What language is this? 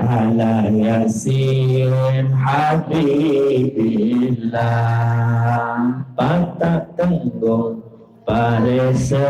Sasak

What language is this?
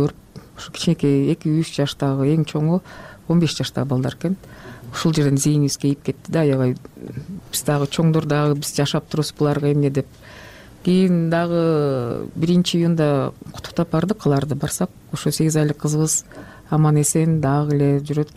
Kyrgyz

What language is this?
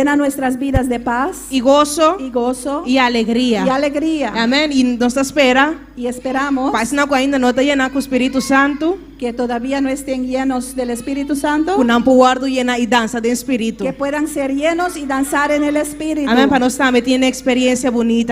Papiamento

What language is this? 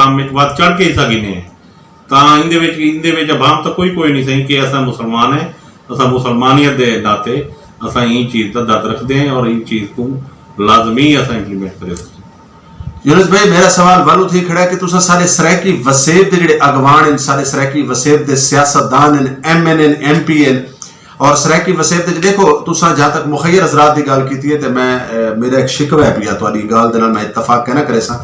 Saraiki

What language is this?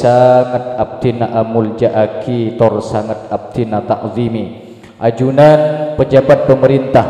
Madurese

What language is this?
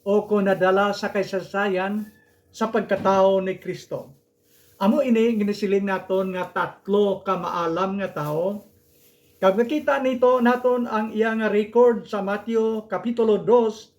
Hiligaynon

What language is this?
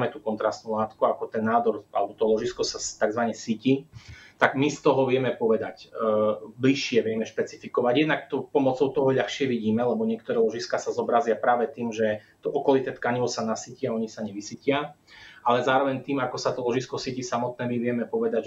Slovak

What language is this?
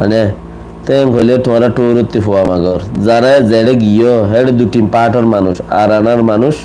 Rohingya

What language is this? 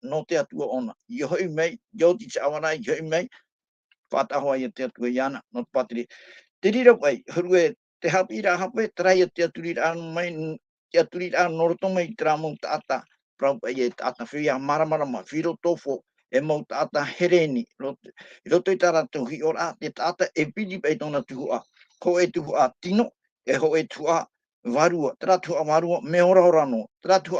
Tahitian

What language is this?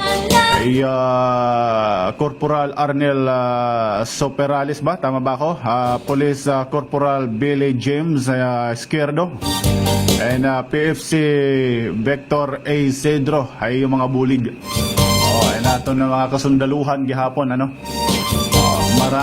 Waray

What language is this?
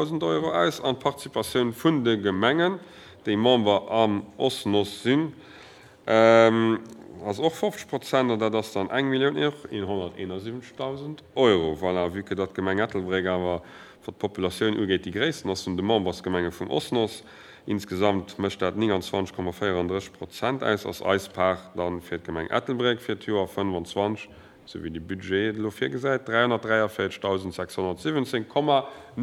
Luxembourgish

